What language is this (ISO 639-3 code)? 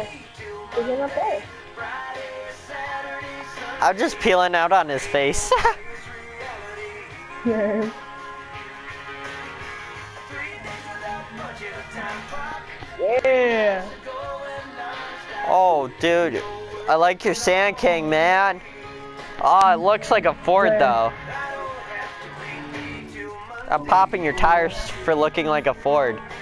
eng